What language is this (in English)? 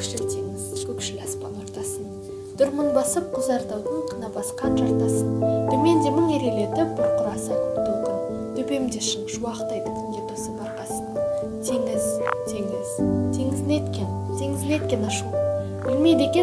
Kazakh